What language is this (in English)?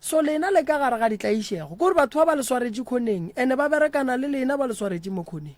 Northern Sotho